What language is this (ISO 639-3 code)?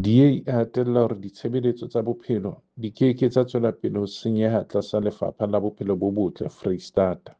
sot